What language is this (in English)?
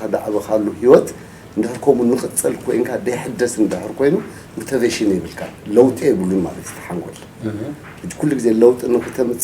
Tigrinya